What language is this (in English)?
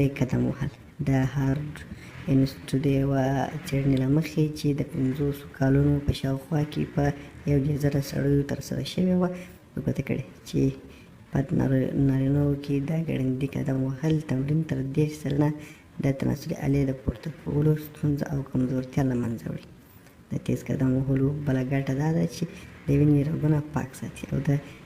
Pashto